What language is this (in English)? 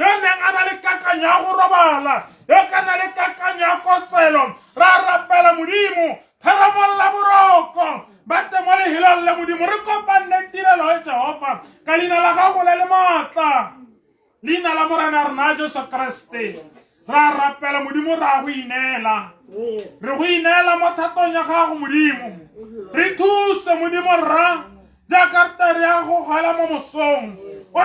Tswana